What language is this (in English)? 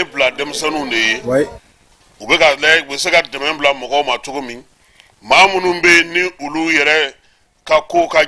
Bambara